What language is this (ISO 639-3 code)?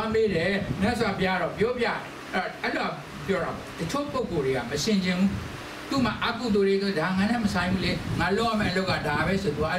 mya